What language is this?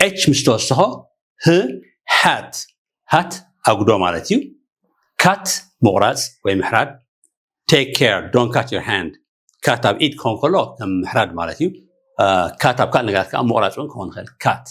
Tigrinya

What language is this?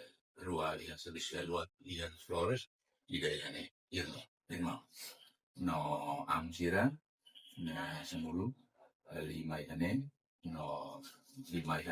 Tetum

